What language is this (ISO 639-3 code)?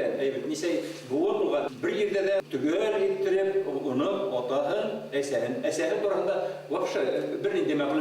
bak